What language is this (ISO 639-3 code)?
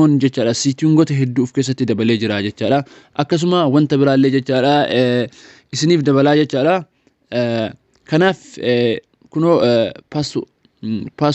orm